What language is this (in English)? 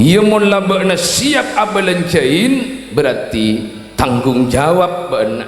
Madurese